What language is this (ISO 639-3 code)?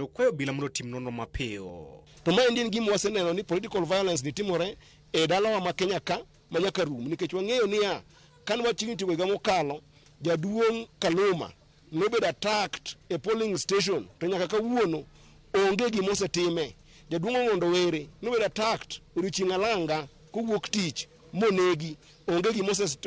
luo